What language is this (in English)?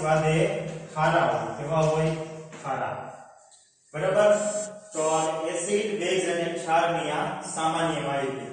Gujarati